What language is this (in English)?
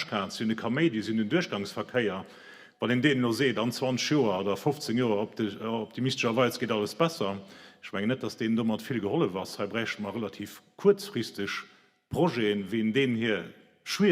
Luxembourgish